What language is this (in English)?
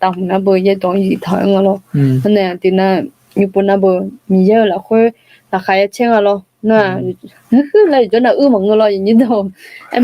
Akha